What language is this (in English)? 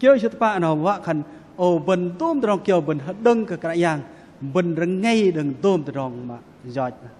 Bahnar